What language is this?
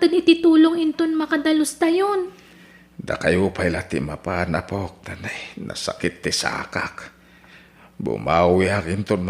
Iloko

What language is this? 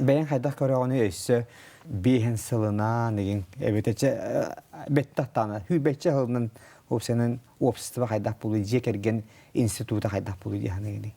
Yakut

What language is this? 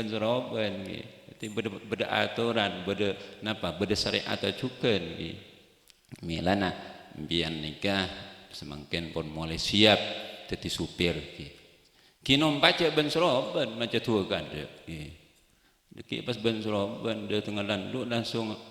Madurese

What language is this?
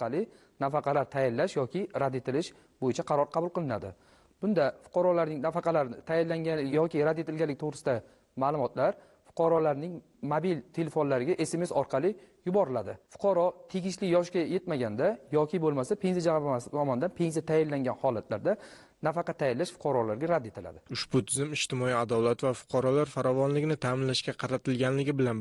Uzbek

